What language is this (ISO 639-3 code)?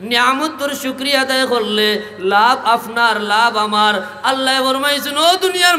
syl